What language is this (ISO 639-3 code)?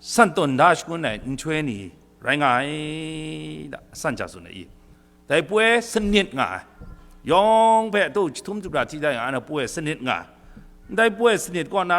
kac